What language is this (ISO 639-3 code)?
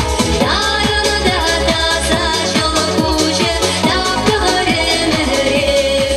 chv